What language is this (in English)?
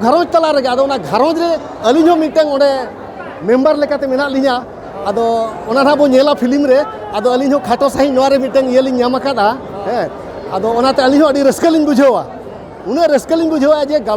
Santali